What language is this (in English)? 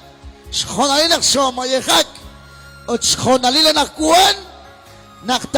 Kekchí